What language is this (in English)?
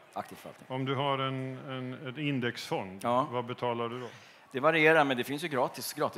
Swedish